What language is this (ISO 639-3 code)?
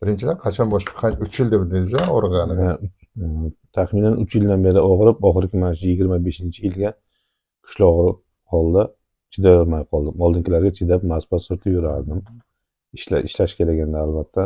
uzb